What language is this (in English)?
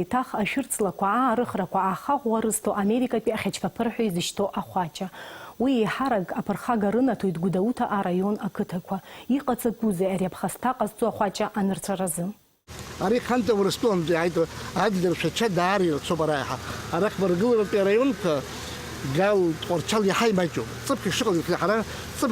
Abkhazian